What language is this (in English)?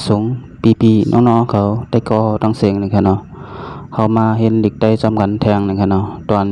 Shan